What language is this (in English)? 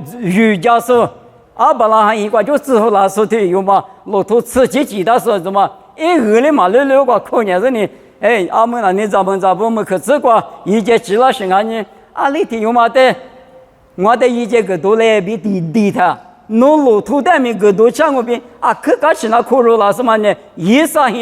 Lisu